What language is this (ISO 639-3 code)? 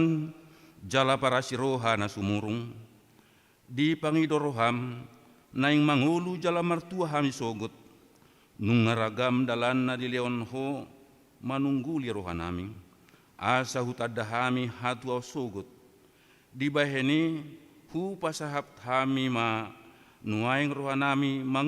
bbc